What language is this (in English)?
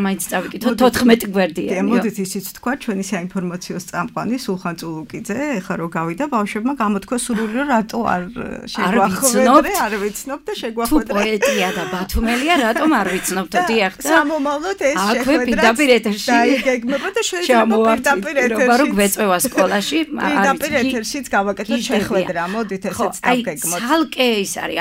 Georgian